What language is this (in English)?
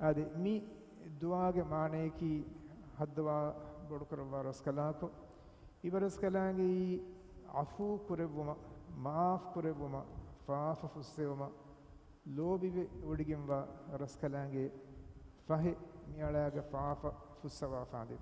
Divehi